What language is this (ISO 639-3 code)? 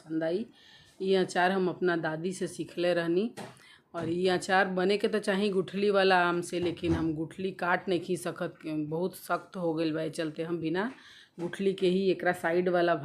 bho